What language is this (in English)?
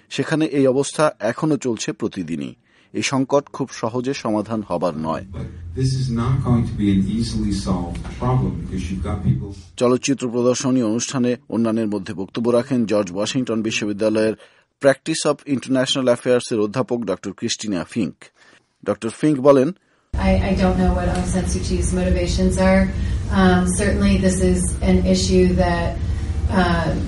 Bangla